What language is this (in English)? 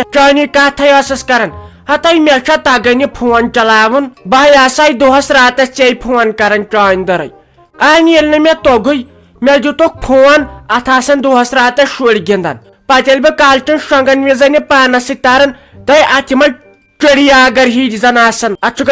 Kashmiri